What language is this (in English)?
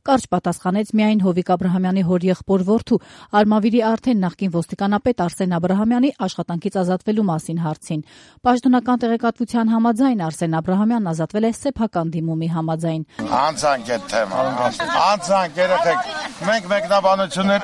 Armenian